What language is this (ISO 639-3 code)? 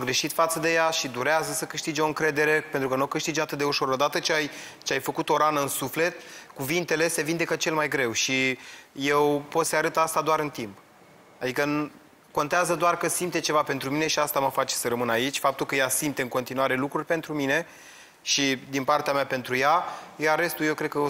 ron